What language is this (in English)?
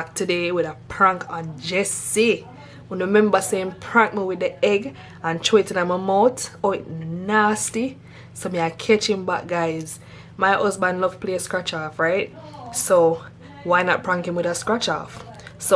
Jamaican Creole English